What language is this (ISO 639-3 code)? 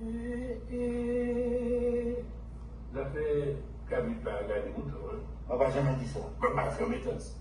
gcf